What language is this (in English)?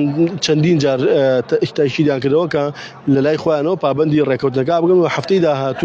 Central Kurdish